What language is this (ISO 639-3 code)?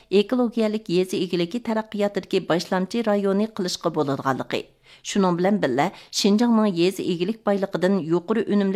uig